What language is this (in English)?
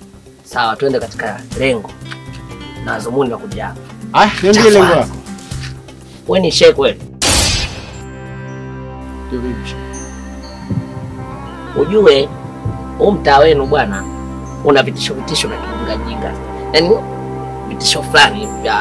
Swahili